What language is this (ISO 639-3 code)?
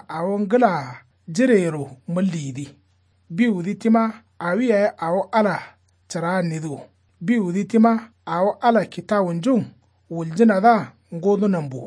kau